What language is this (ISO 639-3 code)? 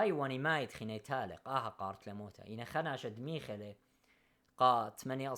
aii